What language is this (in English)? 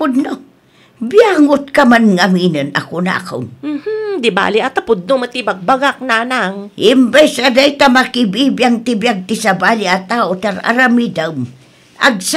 Iloko